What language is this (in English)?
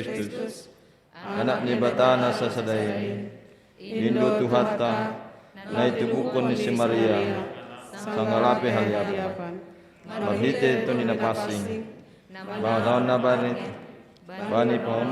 Batak Simalungun